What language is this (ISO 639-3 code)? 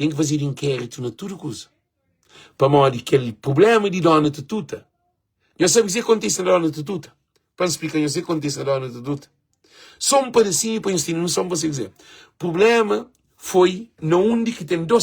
kea